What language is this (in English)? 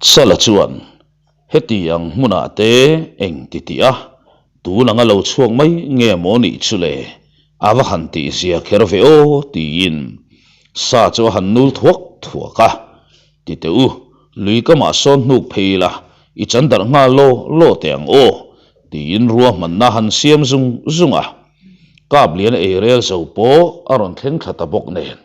Mizo